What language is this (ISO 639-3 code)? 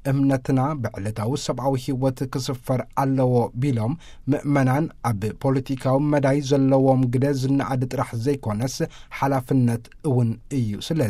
tir